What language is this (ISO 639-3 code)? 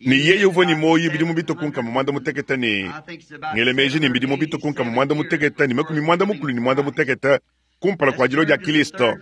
lua